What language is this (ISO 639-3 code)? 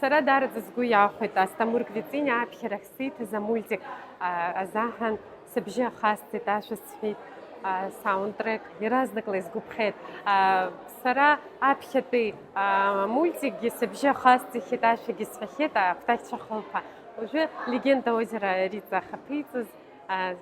abk